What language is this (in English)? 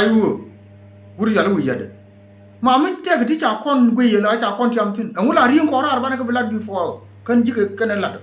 Nuer